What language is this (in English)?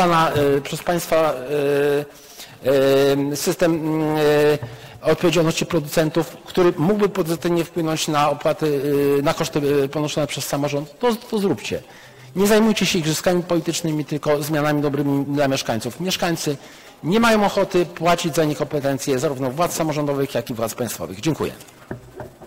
Polish